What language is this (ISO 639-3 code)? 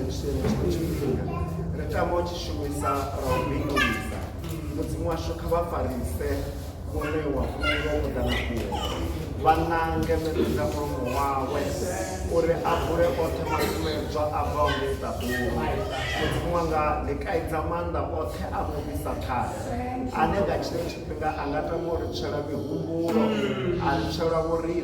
ven